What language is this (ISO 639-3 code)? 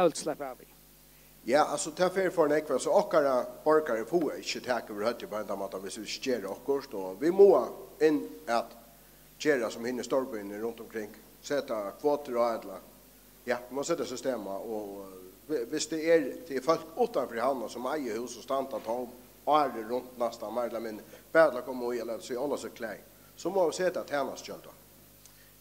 fao